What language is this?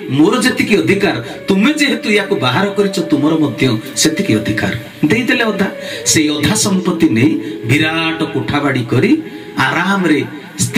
Odia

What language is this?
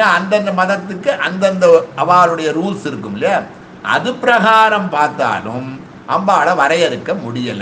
Tamil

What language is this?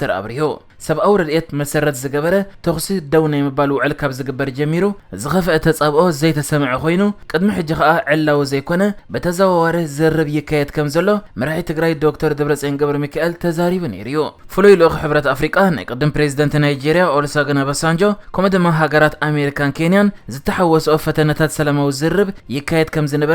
Tigrinya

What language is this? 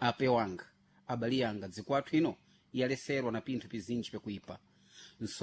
Sena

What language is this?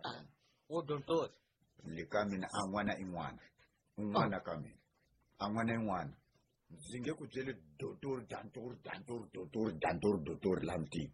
Tsonga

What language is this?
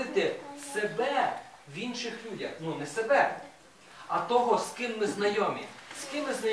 Ukrainian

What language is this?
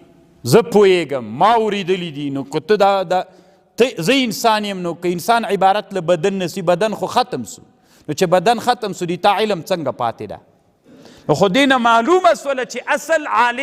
Pashto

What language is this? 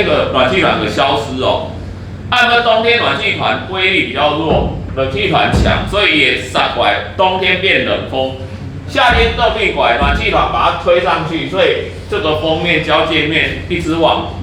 Min Nan Chinese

